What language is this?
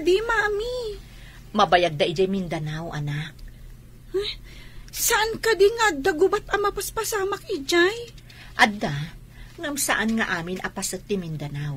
Iloko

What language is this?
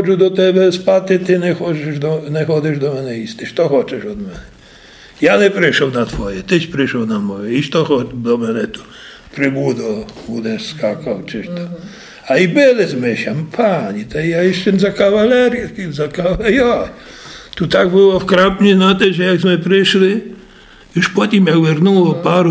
Rusyn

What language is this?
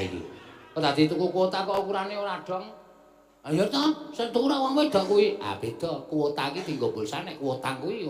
Javanese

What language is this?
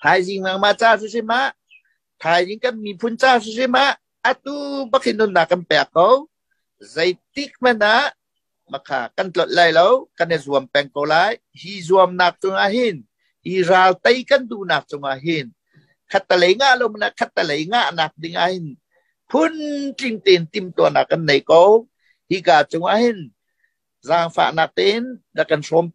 Hakha Chin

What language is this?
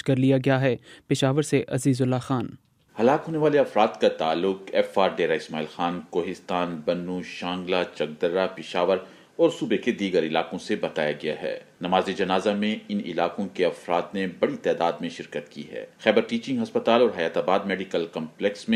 Urdu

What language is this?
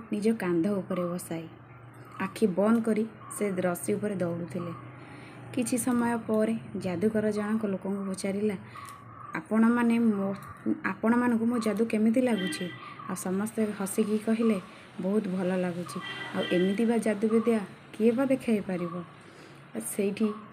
Odia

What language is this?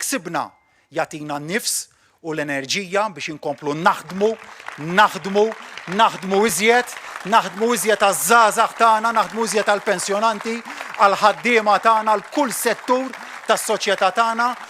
Maltese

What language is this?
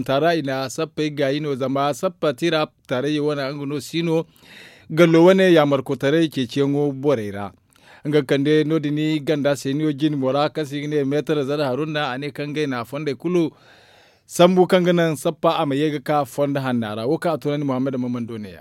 Zarma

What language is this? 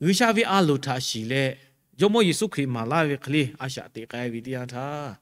Lahu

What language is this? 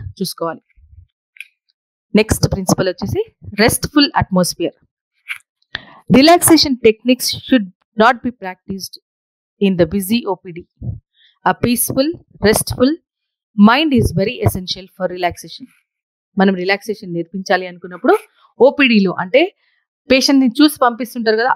Telugu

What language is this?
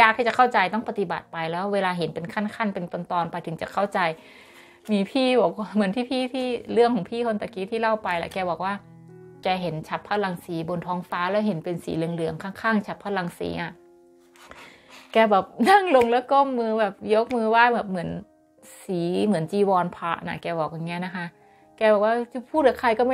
Thai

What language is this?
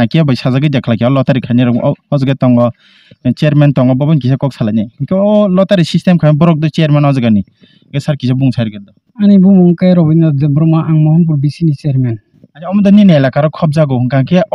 Kok Borok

